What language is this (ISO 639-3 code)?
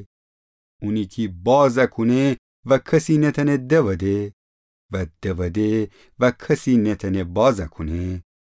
glk